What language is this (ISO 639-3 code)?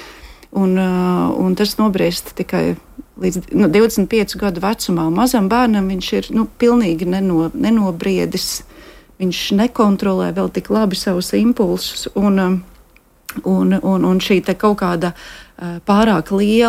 lav